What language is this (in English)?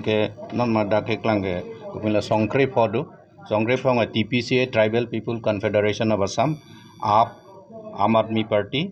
Karbi